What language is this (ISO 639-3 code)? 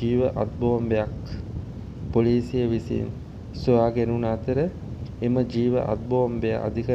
sin